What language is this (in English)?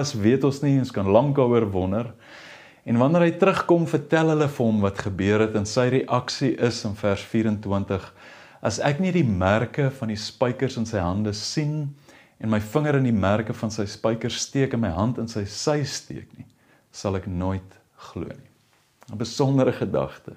Afrikaans